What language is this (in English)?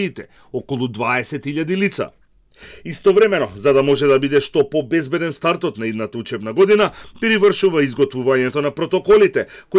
Macedonian